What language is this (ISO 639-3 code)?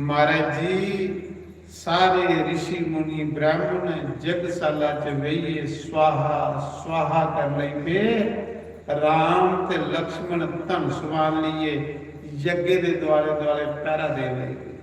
doi